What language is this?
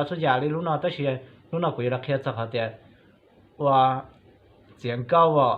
Hmong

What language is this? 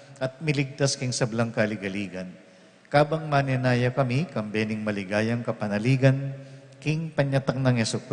Pampanga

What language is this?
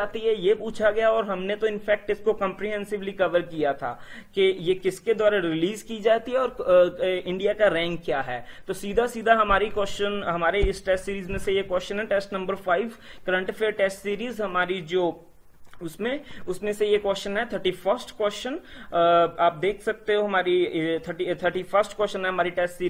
Hindi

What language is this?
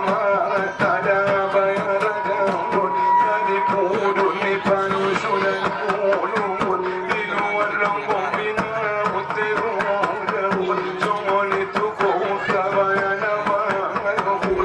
Batak Angkola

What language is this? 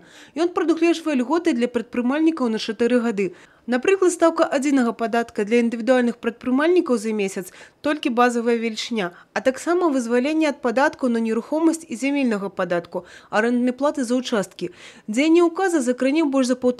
Belarusian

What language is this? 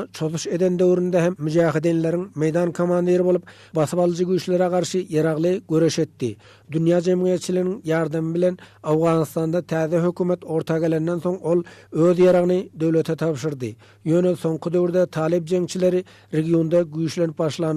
Turkmen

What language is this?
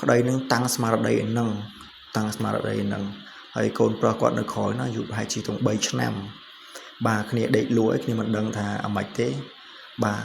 Khmer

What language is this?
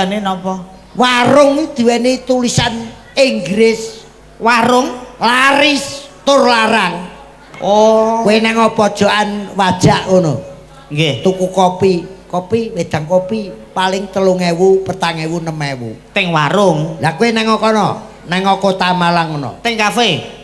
Javanese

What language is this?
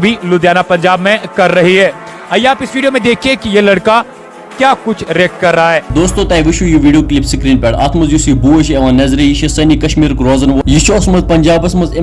Kashmiri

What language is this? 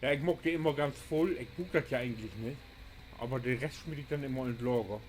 Low German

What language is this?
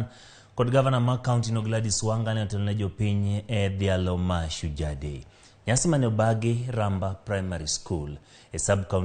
Luo (Kenya and Tanzania)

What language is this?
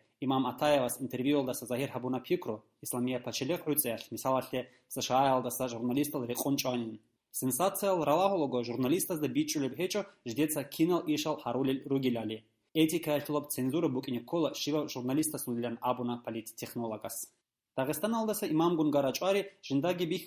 Avaric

